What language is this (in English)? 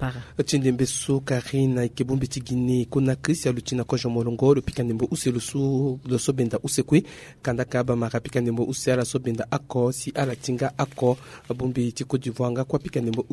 Sango